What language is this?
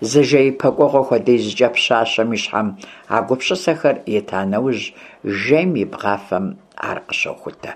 Kabardian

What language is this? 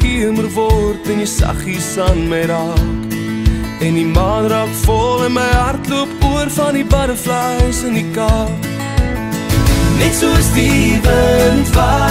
Afrikaans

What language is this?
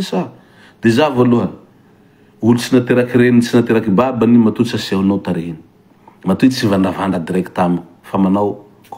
Malagasy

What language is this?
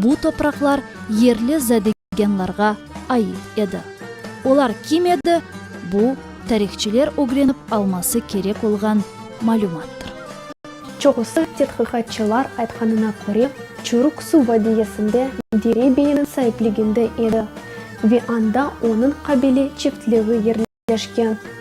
Crimean Tatar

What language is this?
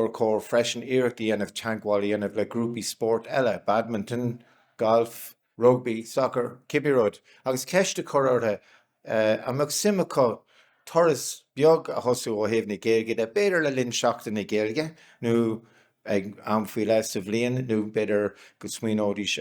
Irish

